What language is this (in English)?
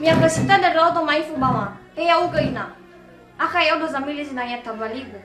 Nias